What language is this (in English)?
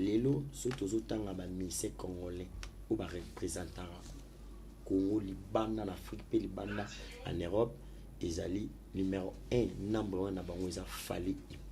Lingala